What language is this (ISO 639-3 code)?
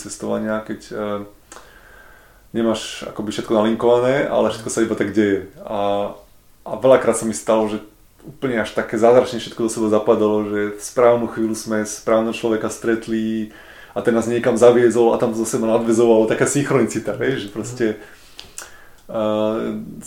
slk